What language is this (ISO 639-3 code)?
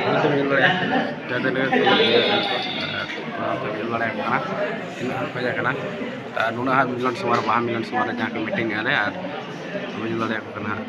sat